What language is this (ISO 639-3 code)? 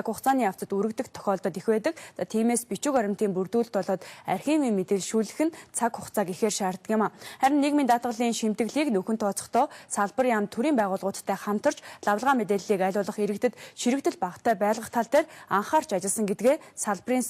mon